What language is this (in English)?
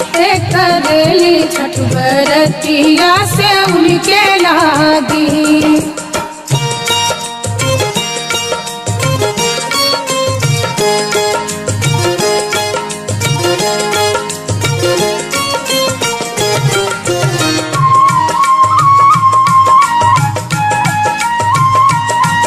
Bhojpuri